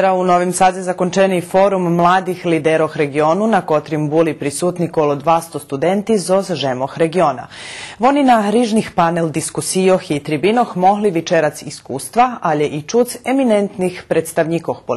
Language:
Rusyn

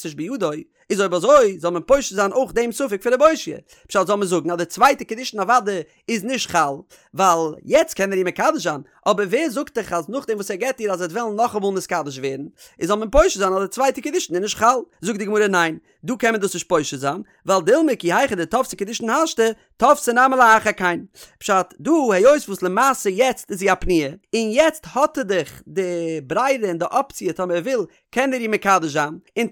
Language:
Yiddish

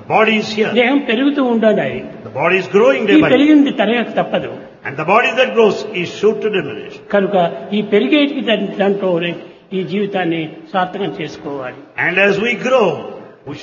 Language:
Telugu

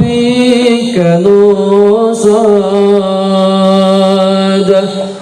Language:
Sundanese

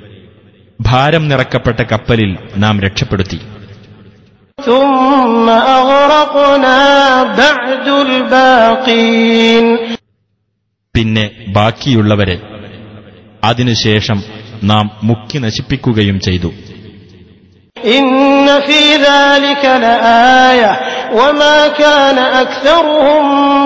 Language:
Malayalam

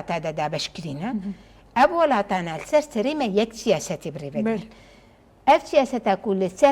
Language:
Kurdish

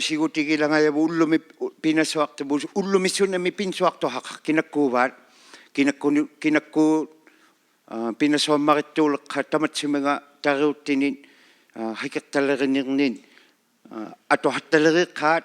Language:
Inuktitut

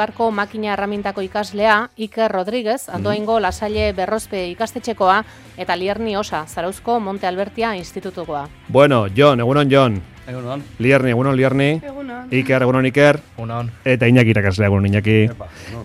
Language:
Basque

